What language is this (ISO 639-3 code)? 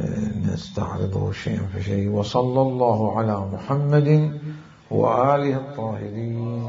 acm